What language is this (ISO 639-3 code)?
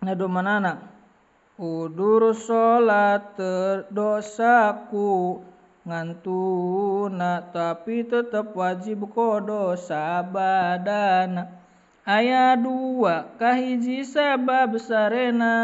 sun